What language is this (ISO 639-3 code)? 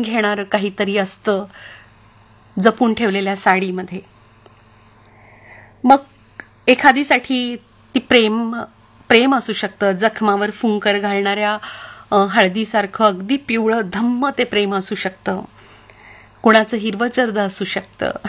mar